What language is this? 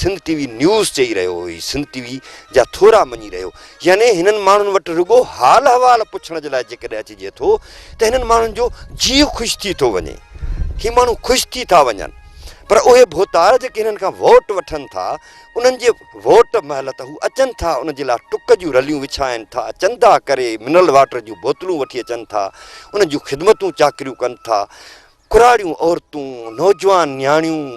Sindhi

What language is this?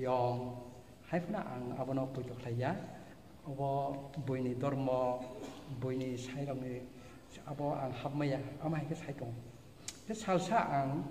Kok Borok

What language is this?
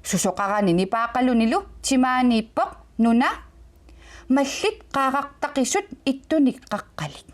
Kalaallisut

